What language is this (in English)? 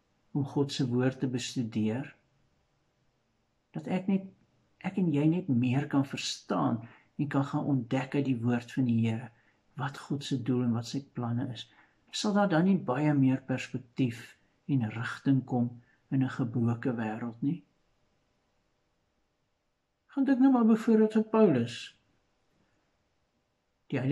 Afrikaans